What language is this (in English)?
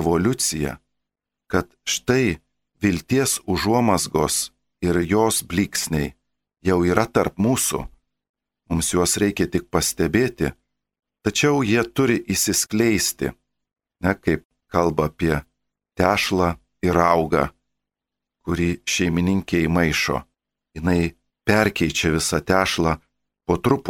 Lithuanian